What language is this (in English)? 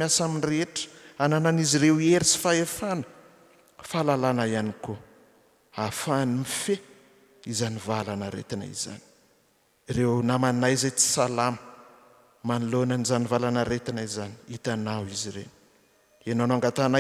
Malagasy